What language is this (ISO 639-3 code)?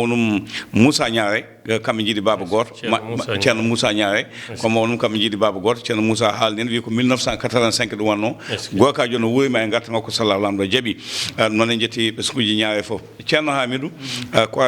ful